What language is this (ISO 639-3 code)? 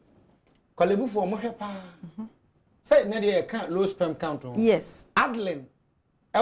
aka